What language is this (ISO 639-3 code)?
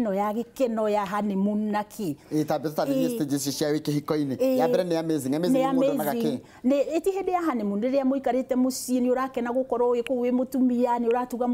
kik